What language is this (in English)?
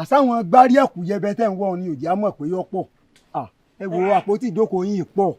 Yoruba